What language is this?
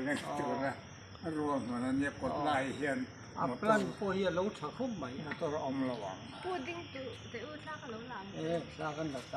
Mizo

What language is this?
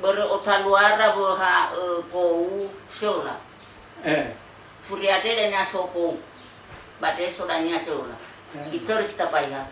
Nias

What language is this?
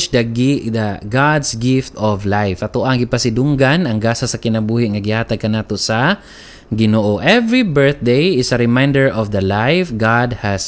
Cebuano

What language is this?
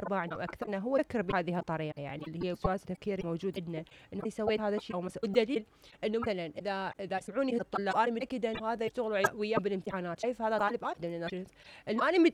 Mesopotamian Arabic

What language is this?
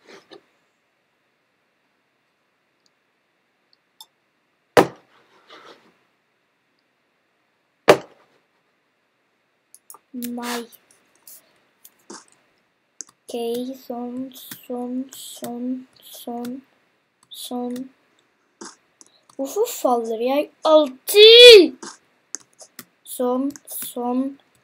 Norwegian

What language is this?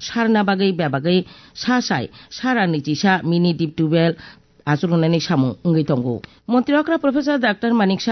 Kok Borok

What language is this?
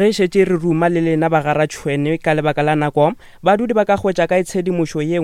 Northern Sotho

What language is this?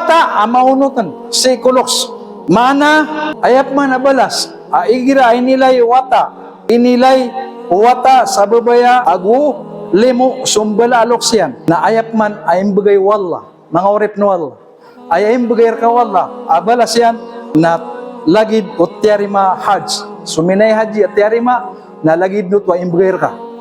Maranao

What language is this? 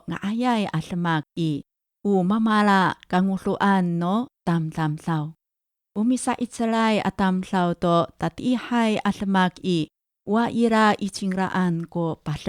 Amis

